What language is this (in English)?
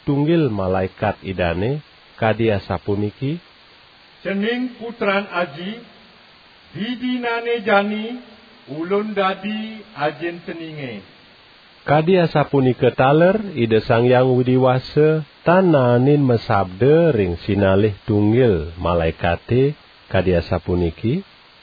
Balinese